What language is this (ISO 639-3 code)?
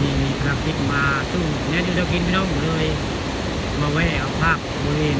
tts